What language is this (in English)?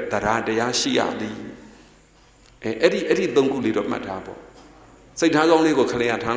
Burmese